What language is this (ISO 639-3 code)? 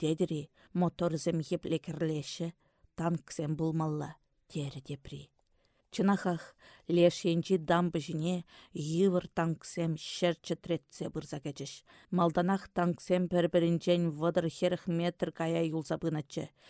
chv